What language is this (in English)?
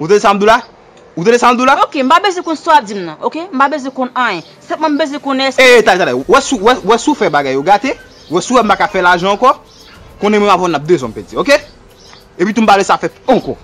Haitian Creole